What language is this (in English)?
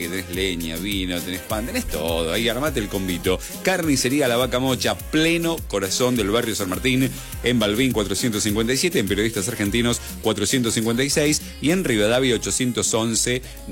Spanish